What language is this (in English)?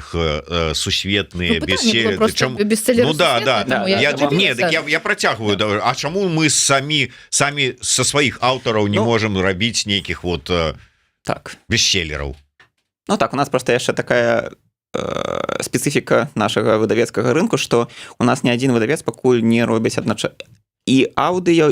Belarusian